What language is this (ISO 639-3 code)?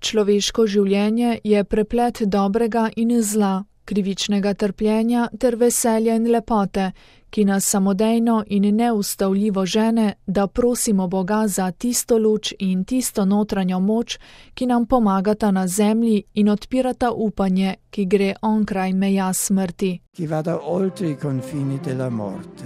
slv